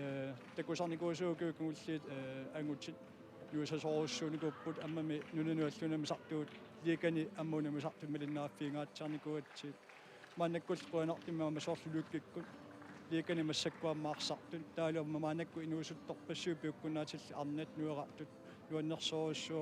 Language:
Kalaallisut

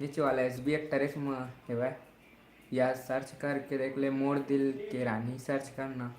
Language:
Chhattisgarhi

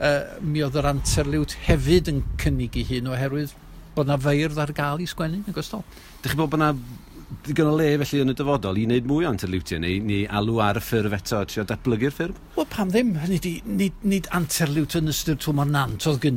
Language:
Welsh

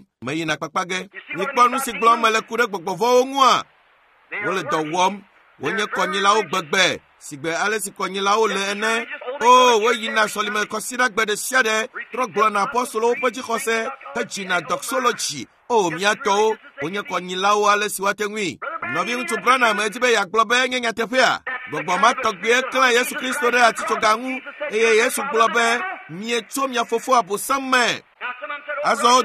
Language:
Ewe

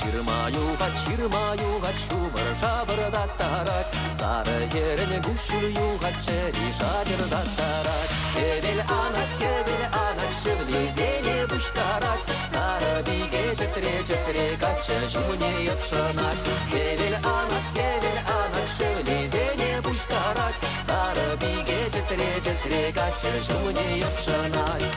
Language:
Chuvash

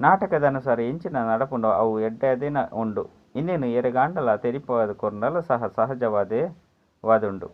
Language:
Tulu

